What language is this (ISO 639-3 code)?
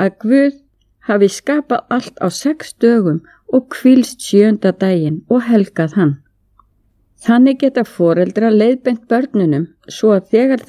isl